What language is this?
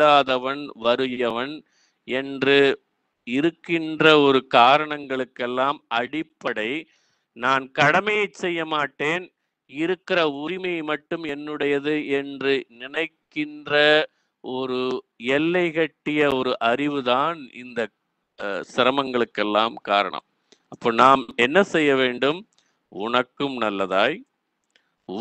Tamil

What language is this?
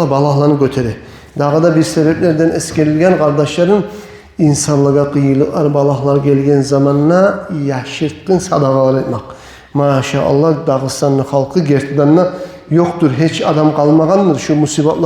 Kumyk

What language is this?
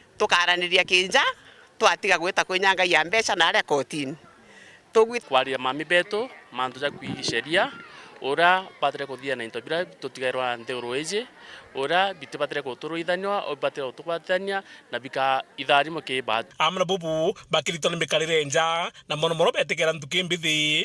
Meru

